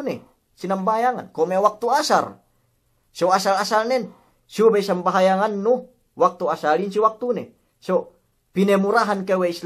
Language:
Yakan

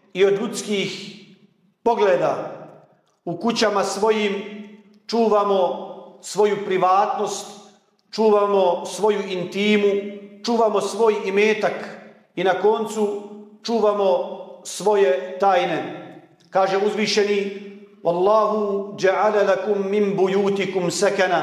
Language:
Bosnian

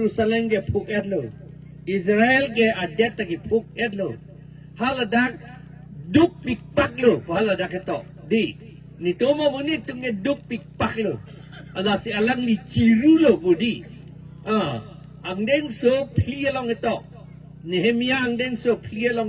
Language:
Karbi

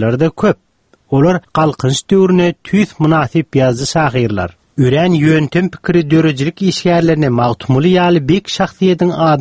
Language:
Turkmen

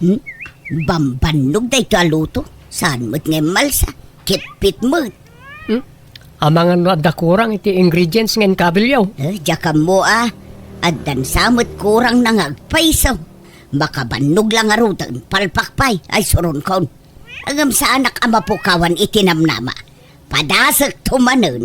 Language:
Iloko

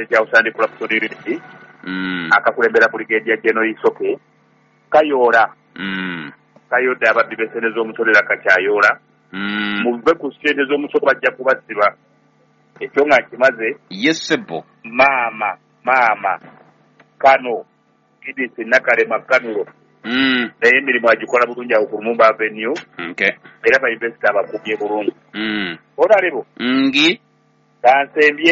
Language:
Ganda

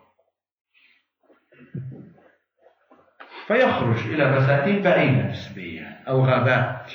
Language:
Arabic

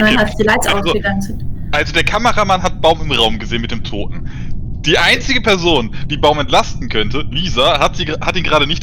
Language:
Swiss German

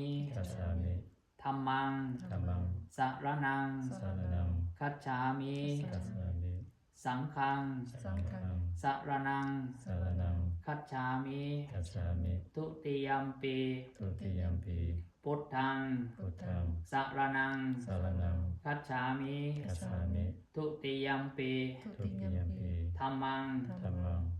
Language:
Pali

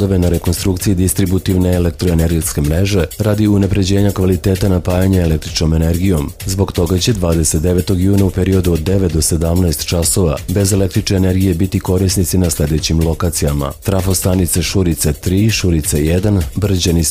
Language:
Serbian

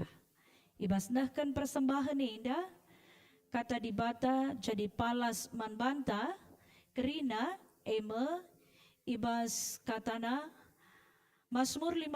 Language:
Batak Karo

